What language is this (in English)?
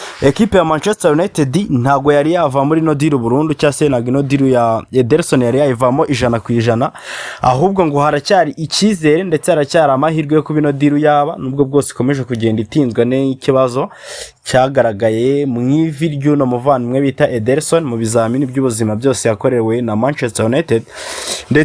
Kinyarwanda